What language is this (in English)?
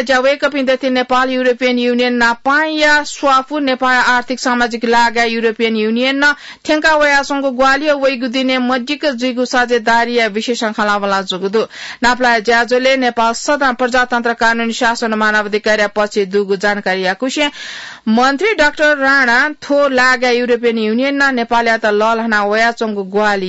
Newari